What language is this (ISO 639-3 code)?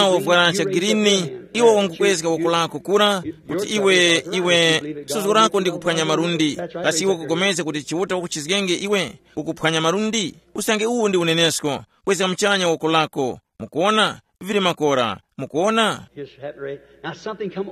tum